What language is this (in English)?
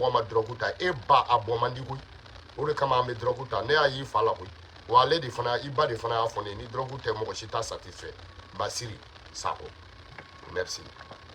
Bambara